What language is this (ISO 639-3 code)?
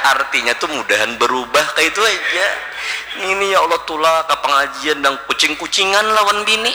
bjn